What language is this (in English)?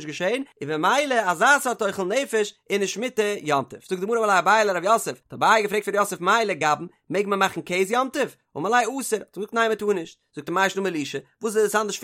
Yiddish